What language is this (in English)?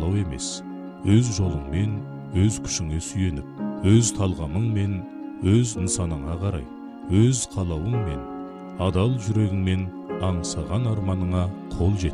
Kazakh